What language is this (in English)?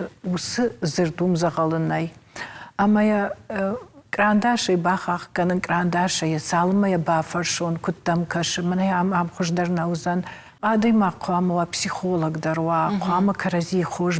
Ossetic